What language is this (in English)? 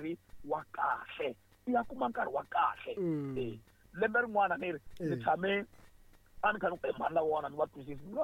Tsonga